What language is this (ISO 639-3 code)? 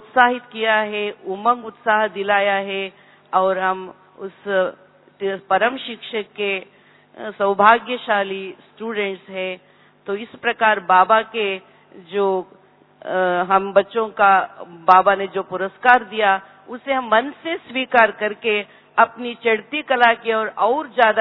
hin